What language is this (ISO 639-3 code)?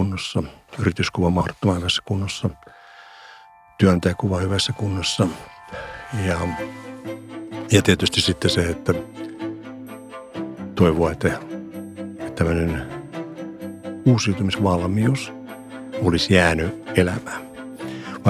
fin